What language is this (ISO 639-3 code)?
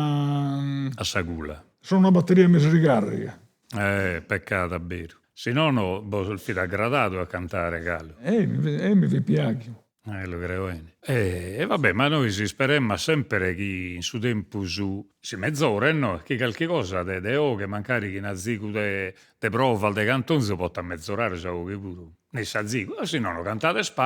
srd